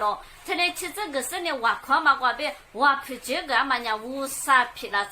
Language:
Lisu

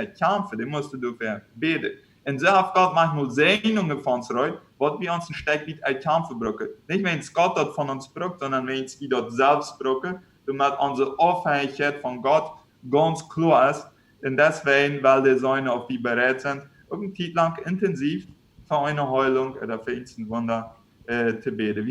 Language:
Plautdietsch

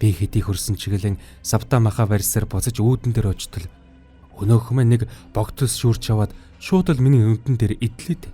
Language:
Mongolian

